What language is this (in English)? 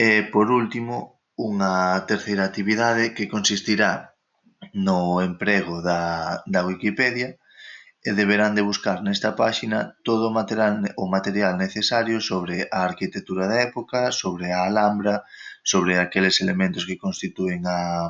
Galician